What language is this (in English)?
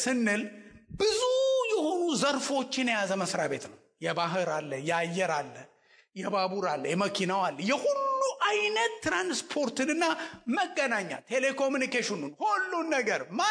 Amharic